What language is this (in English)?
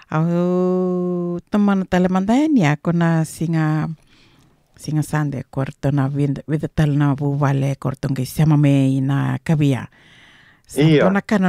Fijian